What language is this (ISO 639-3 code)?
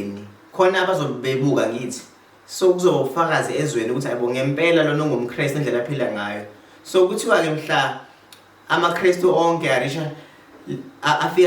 zul